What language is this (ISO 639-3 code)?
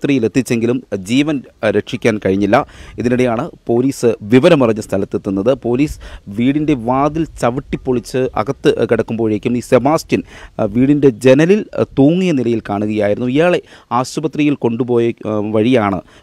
mal